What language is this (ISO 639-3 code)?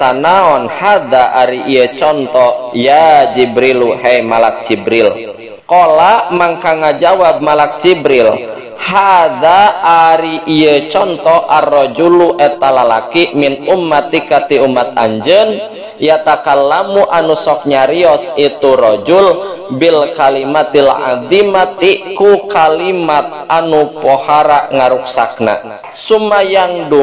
sun